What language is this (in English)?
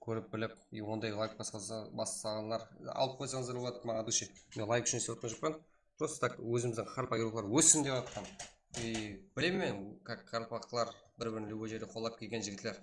Kara-Kalpak